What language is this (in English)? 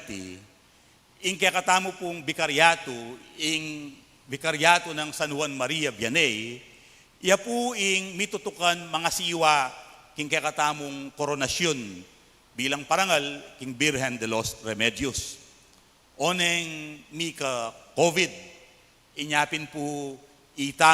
Pampanga